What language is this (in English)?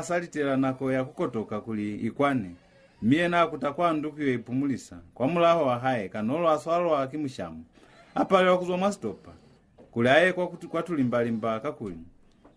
Lozi